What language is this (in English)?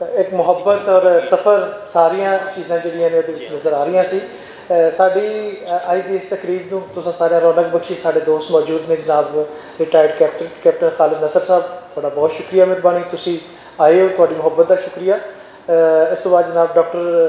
Western Panjabi